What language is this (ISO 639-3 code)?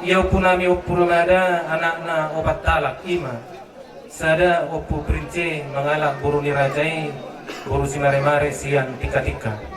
bbc